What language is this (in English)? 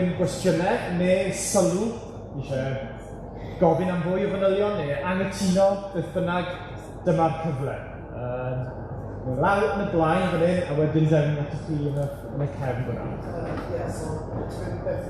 Welsh